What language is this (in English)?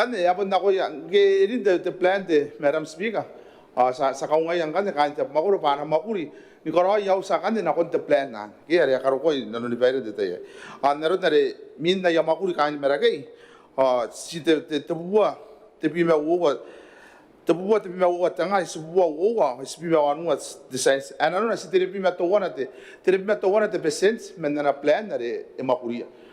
Gilbertese